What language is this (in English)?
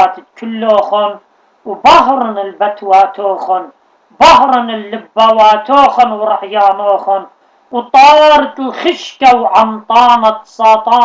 Assyrian Neo-Aramaic